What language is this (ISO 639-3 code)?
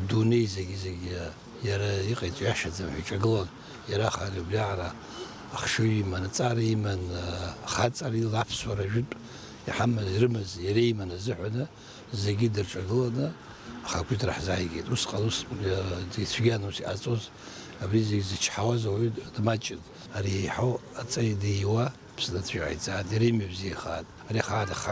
abk